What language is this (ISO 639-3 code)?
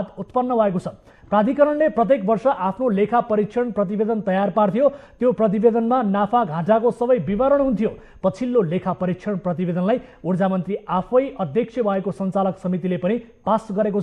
nep